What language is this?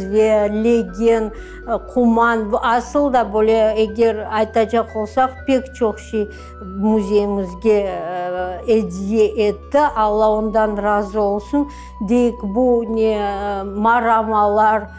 Crimean Tatar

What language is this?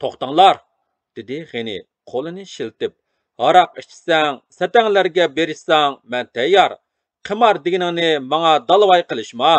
Uyghur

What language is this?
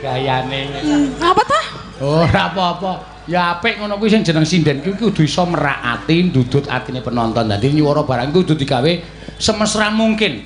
Javanese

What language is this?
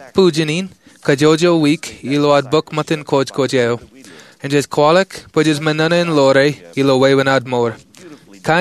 Marshallese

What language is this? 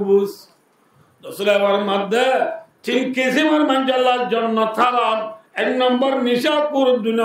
Rohingya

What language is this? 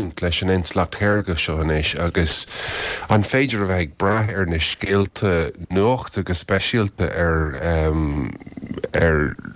Irish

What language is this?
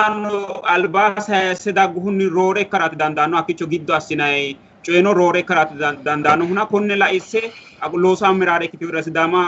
Sidamo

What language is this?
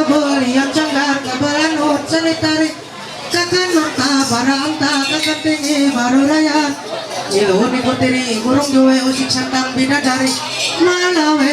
Ma'anyan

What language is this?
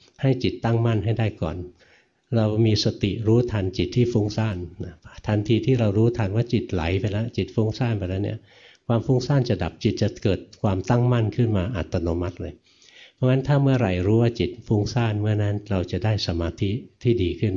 Thai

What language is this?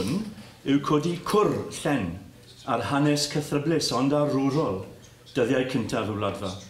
Welsh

